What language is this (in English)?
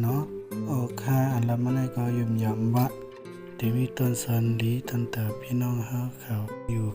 Shan